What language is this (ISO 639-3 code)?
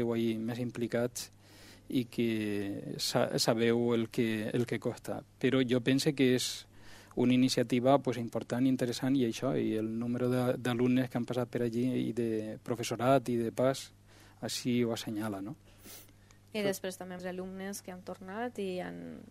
cat